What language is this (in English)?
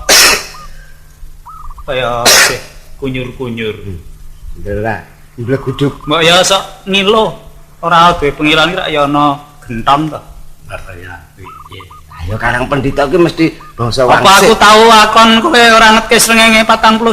Javanese